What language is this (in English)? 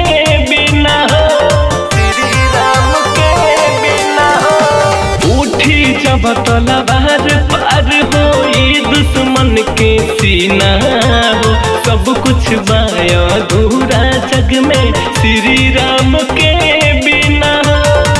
Bhojpuri